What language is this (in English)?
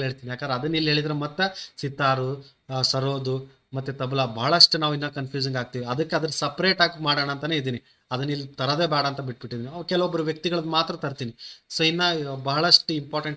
Kannada